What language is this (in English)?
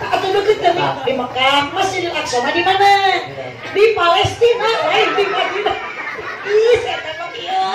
Sundanese